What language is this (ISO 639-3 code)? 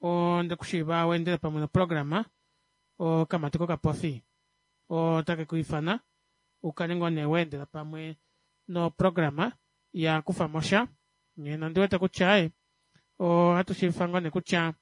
kua